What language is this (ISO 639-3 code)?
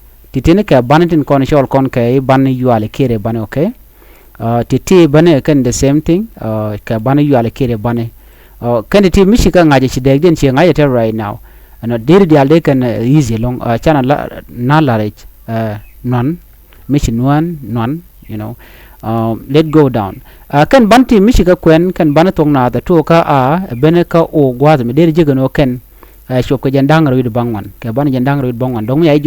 nus